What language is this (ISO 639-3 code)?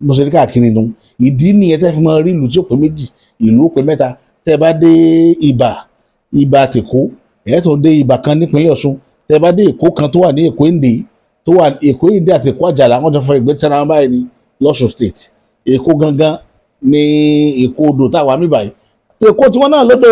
yor